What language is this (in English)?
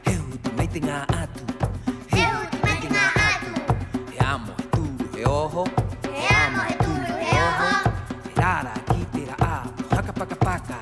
Rapanui